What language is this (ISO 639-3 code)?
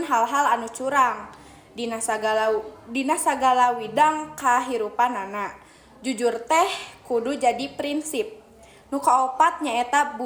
sun